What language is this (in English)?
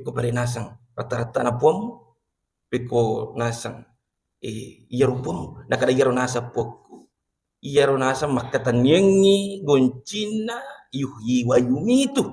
Buginese